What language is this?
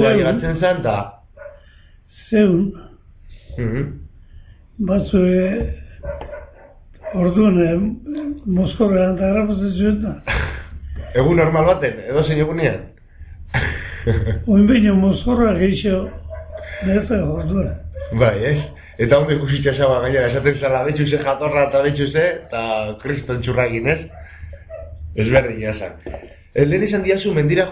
Basque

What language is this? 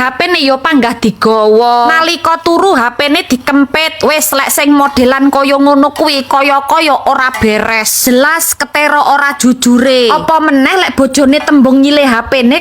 Javanese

